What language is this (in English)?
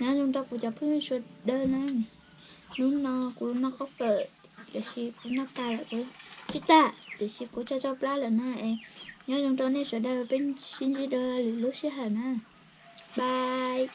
Hmong